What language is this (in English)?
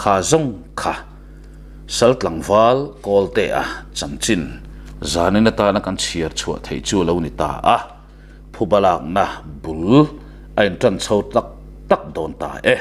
Mizo